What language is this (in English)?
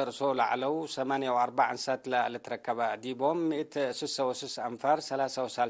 Tigre